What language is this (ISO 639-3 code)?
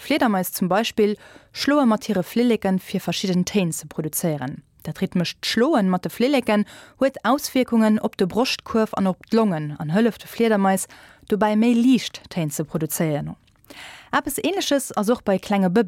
ltz